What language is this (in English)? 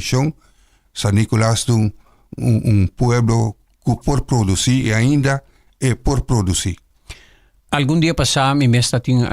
Papiamento